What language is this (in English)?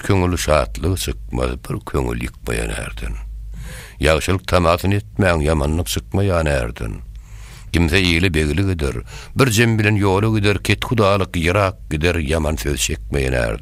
Turkmen